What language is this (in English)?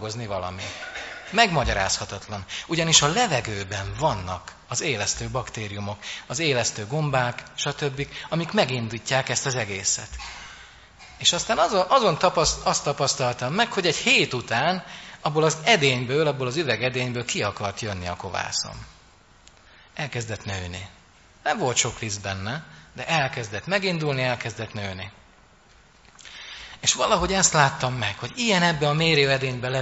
Hungarian